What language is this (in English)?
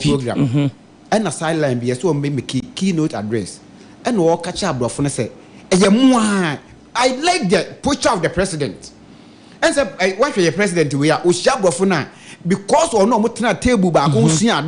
Akan